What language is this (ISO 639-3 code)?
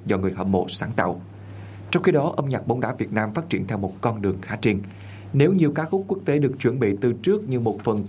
vie